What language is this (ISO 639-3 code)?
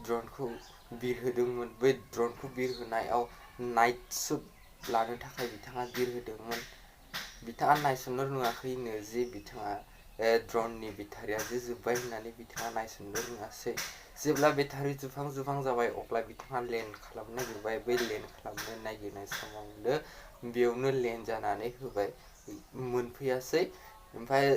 brx